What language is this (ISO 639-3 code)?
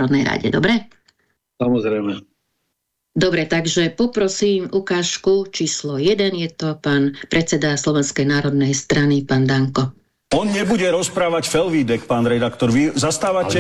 slk